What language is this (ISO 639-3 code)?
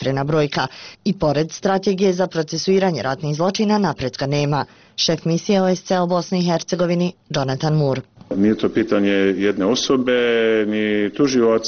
bos